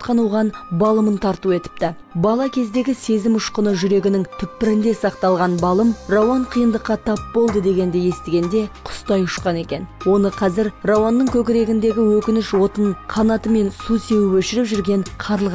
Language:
Kazakh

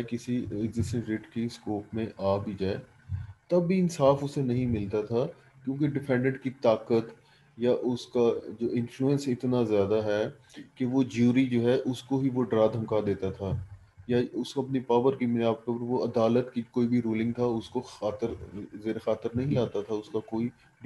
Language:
Urdu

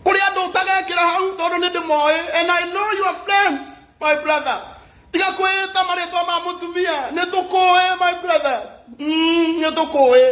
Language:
Kikuyu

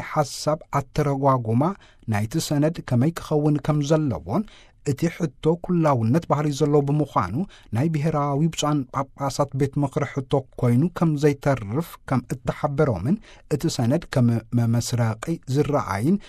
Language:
Tigrinya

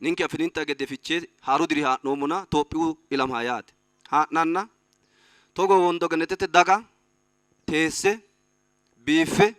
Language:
Sidamo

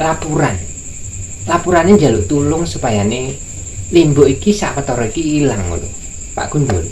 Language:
Javanese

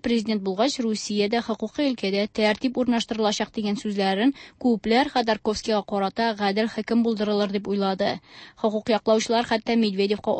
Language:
Tatar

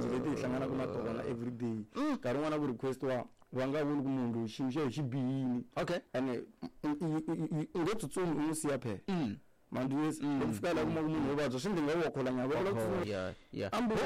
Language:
Tsonga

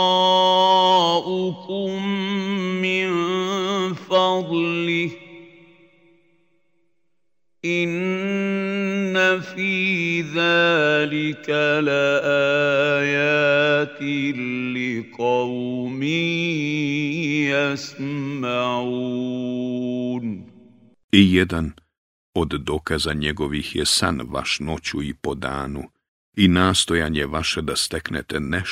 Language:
Bosnian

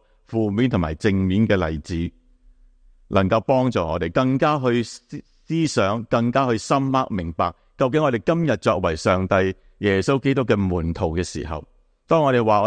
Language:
Cantonese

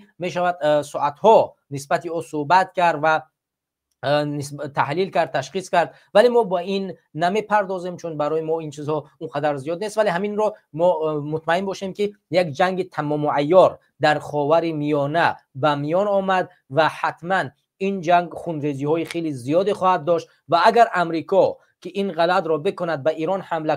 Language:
Tajik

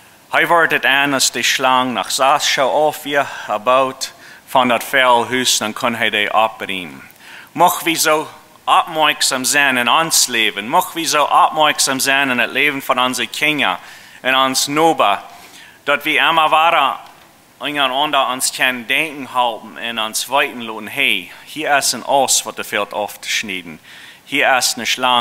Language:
Plautdietsch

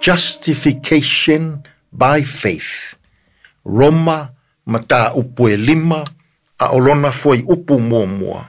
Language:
Samoan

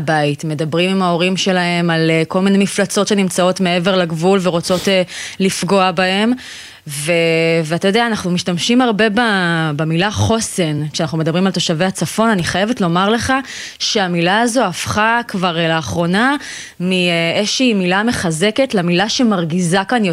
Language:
Hebrew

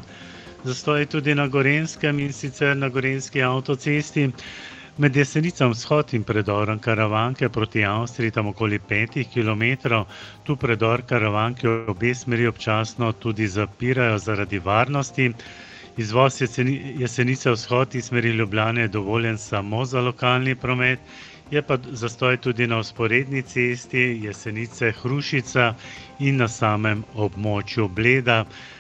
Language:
Slovenian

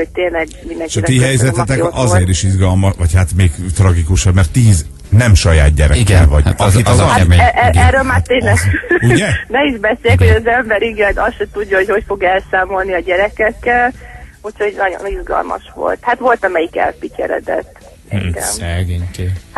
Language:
Hungarian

